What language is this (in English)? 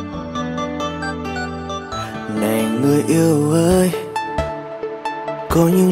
Vietnamese